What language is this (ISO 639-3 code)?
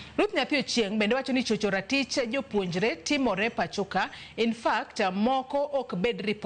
luo